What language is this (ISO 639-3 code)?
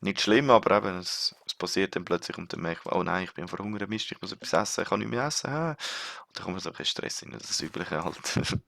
gsw